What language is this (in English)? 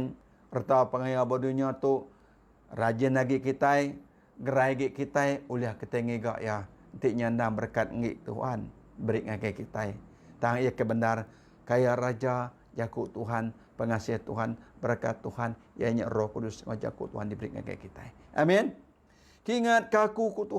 Iban